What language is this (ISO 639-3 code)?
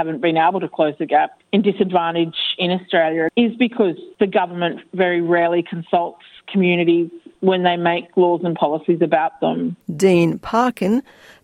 kur